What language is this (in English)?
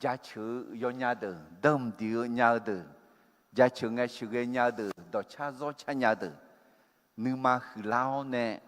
Akha